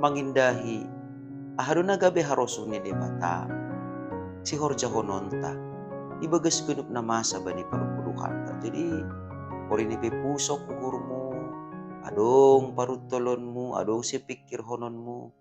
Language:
Batak Simalungun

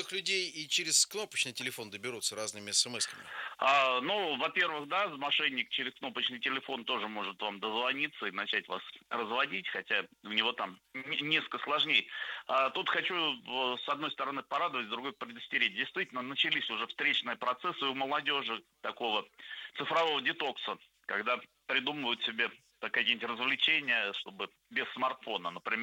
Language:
Russian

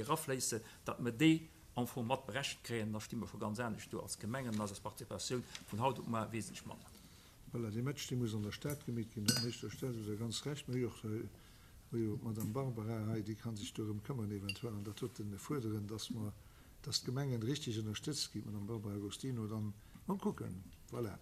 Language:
Luxembourgish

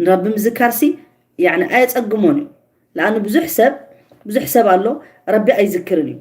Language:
Tigrinya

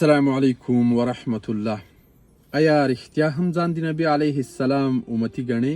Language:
Pashto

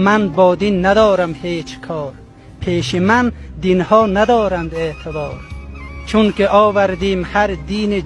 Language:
Tajik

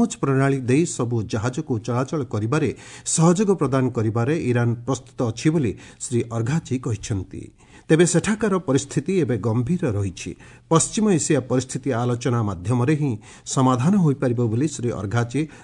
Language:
Odia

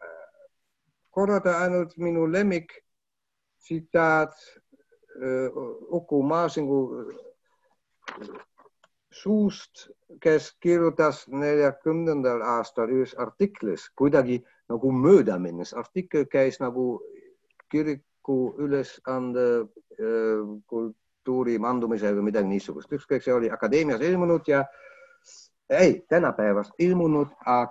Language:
Estonian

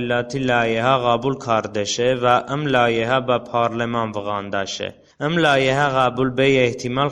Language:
Talysh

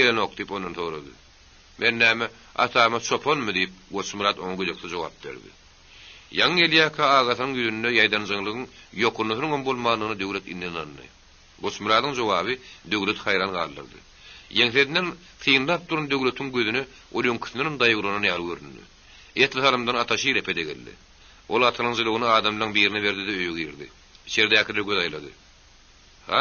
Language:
Turkmen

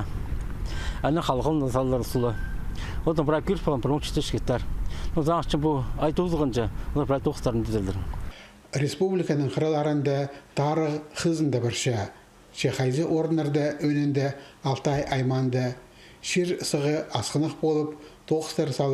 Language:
Khakas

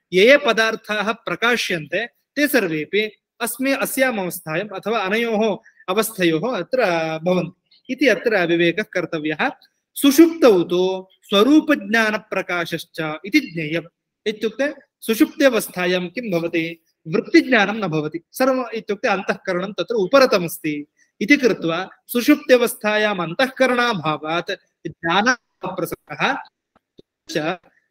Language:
Sanskrit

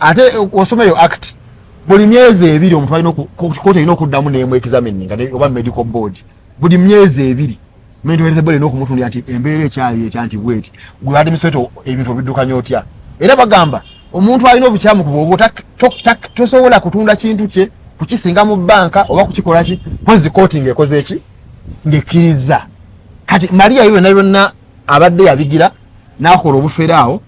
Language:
Ganda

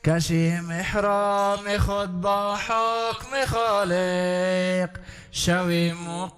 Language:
Persian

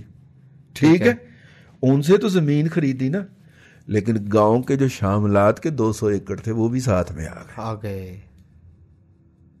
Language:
Urdu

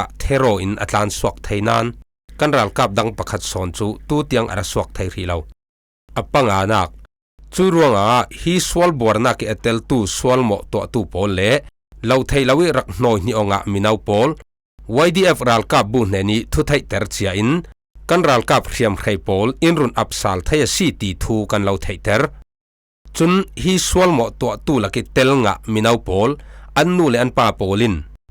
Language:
Falam Chin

